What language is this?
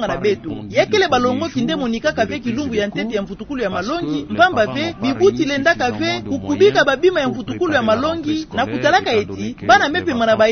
Kituba (Democratic Republic of Congo)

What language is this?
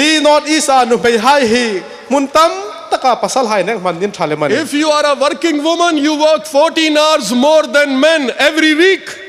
Hmar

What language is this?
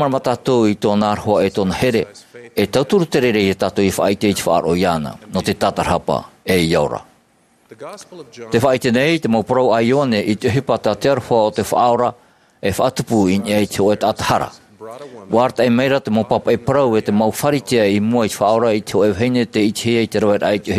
Tahitian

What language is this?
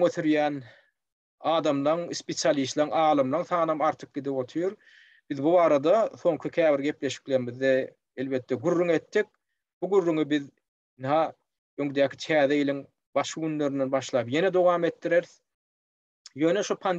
Turkmen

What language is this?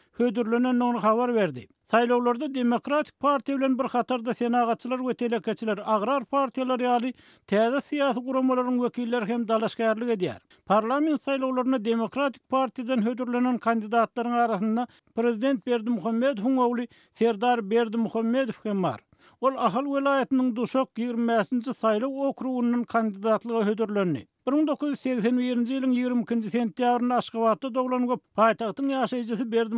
Turkmen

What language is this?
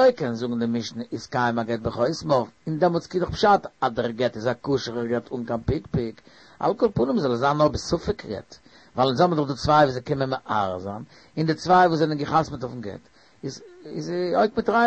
Yiddish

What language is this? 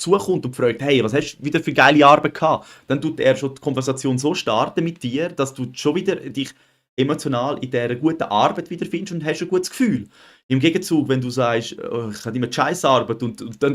Swiss German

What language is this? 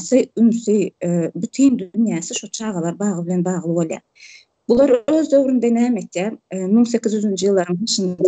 Turkmen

